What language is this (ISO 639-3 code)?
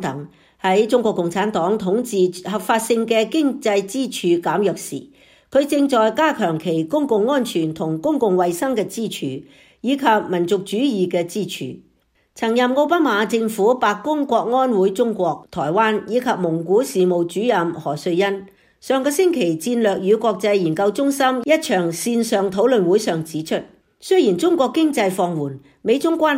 yue